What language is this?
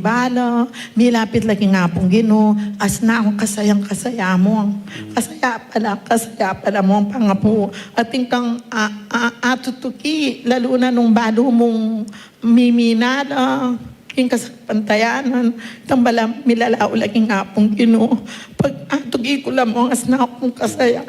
Pampanga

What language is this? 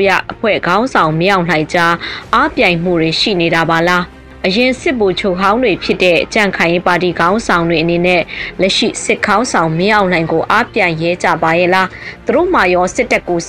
Burmese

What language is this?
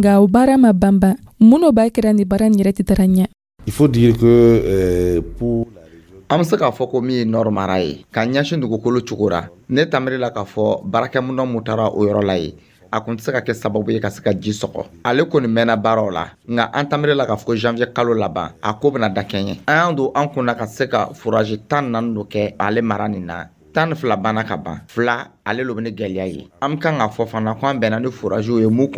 Dyula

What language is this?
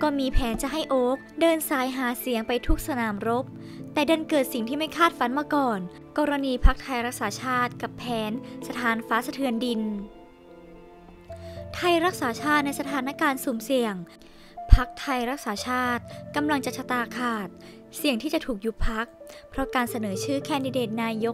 Thai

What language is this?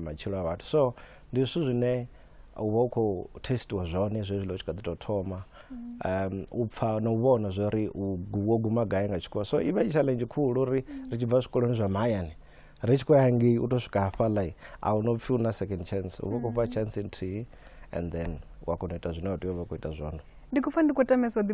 Venda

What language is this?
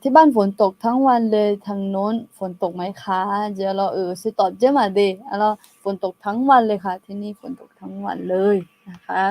Akha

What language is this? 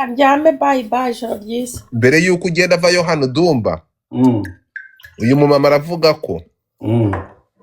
Kinyarwanda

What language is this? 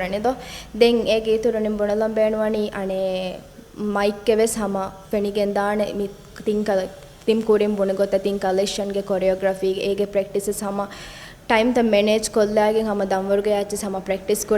Divehi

